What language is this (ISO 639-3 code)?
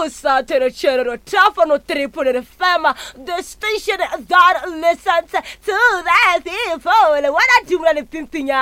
nso